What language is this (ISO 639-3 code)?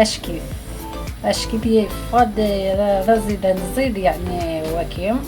arq